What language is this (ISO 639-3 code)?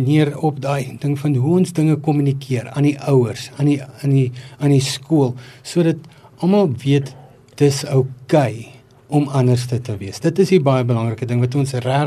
afr